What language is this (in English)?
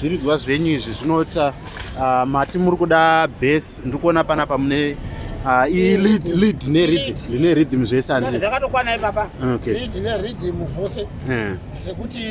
Shona